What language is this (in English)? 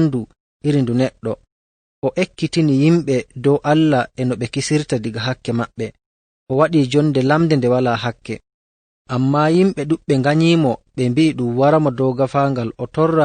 Nigerian Fulfulde